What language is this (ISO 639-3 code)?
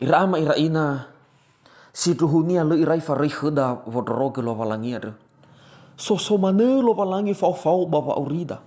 nia